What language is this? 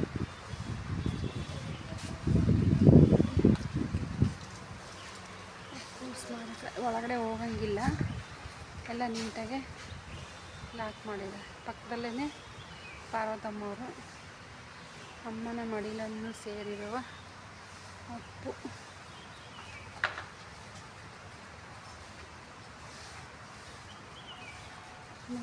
Kannada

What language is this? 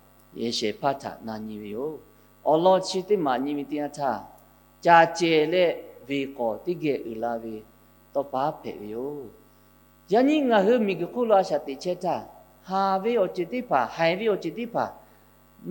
Lahu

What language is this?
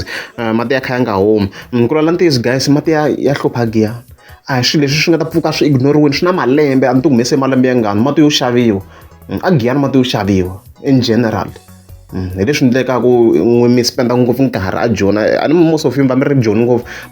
Tsonga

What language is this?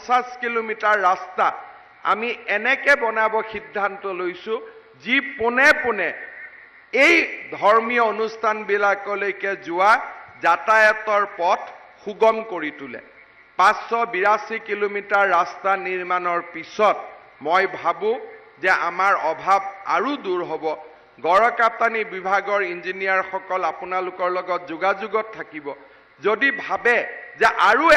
Assamese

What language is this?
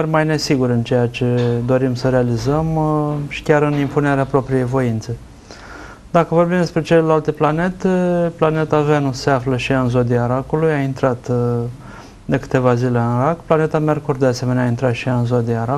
Romanian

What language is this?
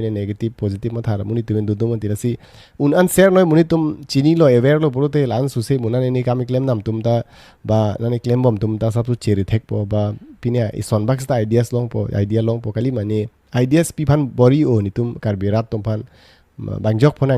Karbi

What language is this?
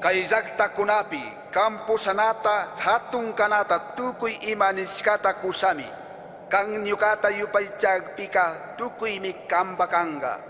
Chimborazo Highland Quichua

